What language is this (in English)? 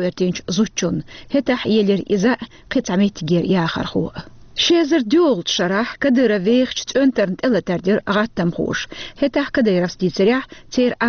Chechen